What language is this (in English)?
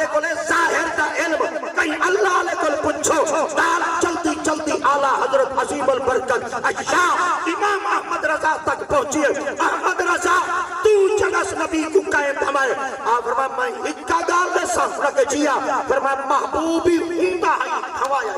Saraiki